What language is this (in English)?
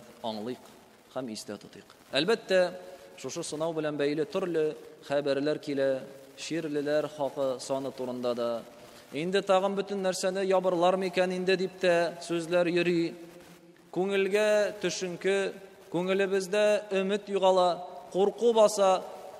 Tatar